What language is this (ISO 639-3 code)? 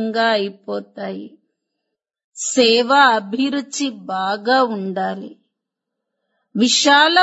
tel